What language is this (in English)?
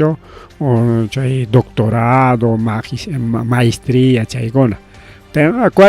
Ayacucho Quechua